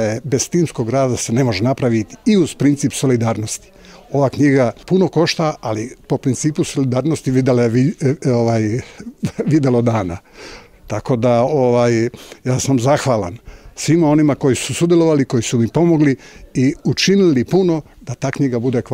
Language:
Serbian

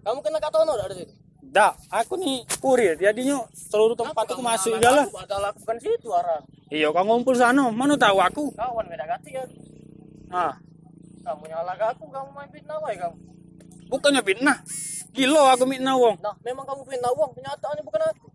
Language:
Musi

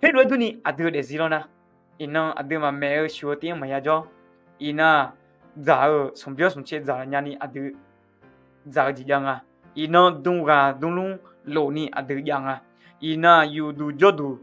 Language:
Akha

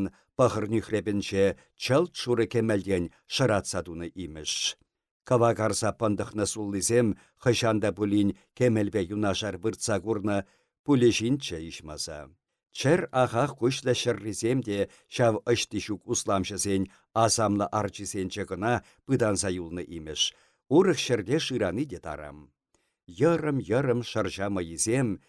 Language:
Chuvash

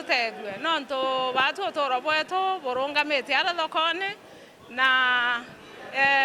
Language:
Meru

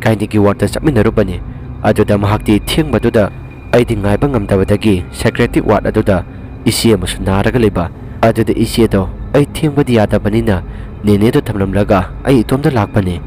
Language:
Manipuri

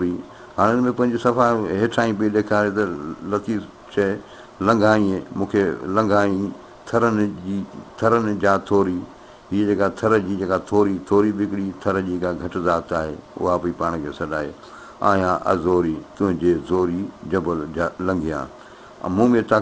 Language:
Sindhi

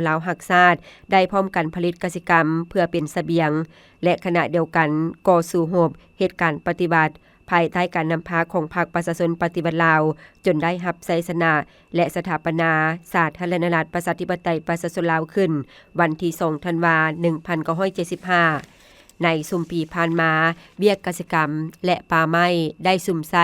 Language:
Lao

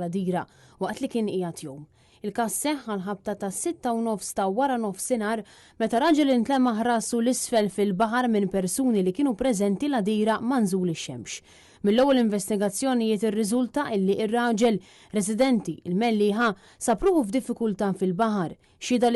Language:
Maltese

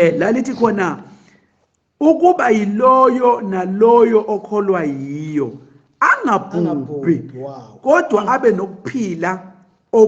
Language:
Zulu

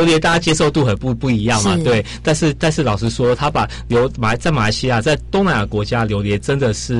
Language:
Chinese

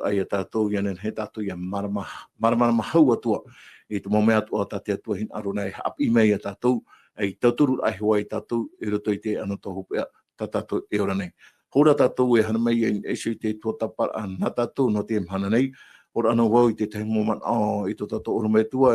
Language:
Tahitian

